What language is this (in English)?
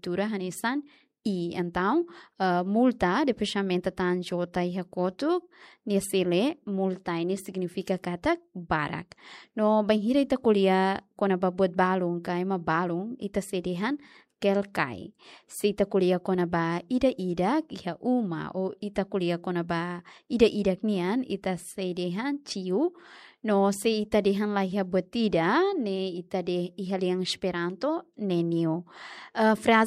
Tetum